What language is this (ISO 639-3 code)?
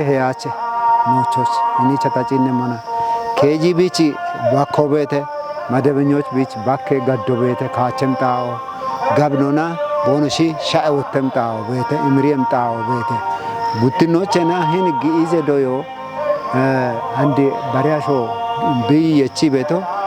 kbr